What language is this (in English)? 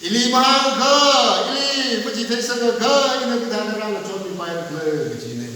Tangkhul Naga (India)